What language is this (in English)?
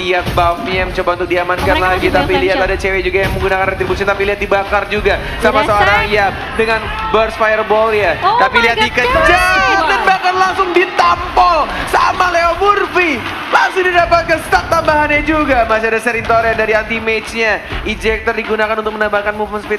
Indonesian